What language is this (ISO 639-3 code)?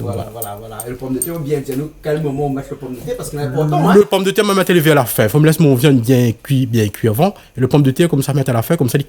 rcf